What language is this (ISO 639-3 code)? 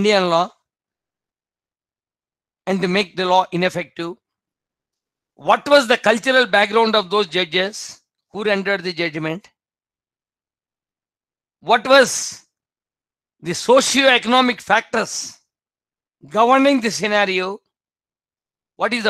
eng